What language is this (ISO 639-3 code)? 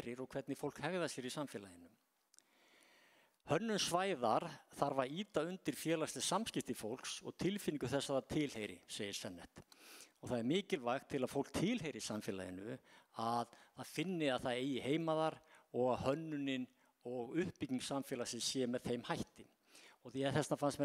isl